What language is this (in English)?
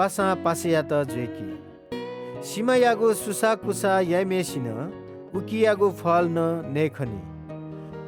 Newari